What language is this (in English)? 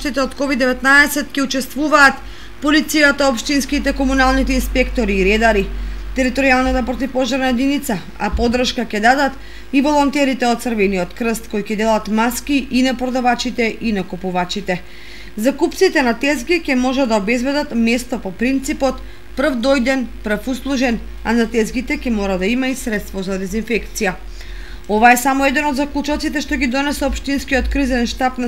Macedonian